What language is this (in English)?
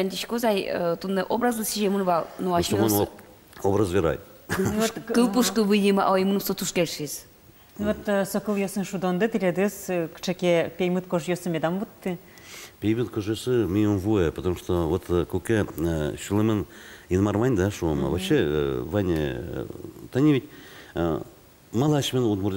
Udmurt